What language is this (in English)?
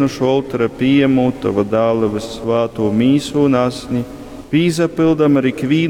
Latgalian